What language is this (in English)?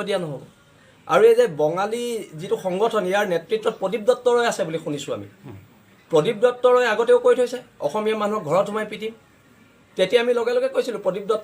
Assamese